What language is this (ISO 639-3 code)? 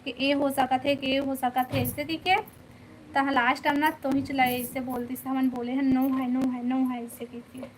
hne